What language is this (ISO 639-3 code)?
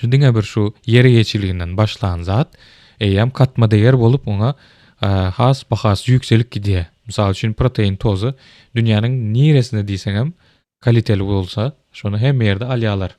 tuk